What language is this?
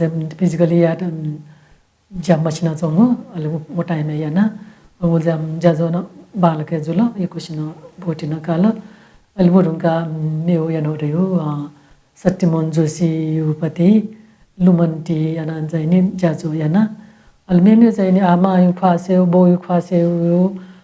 Newari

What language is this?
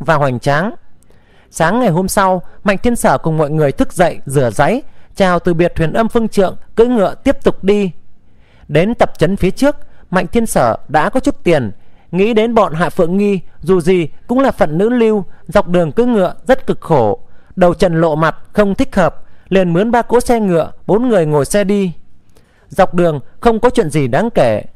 Vietnamese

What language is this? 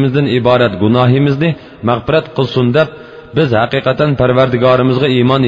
Uyghur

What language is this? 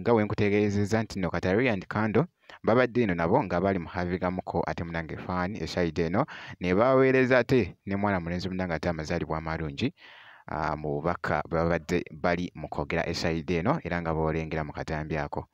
Ganda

